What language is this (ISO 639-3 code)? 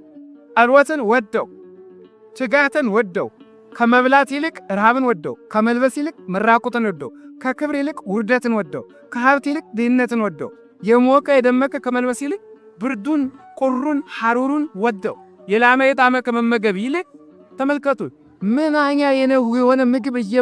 amh